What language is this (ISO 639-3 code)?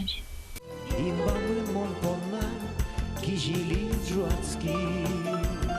udm